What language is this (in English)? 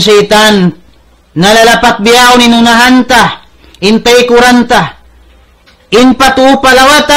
Tausug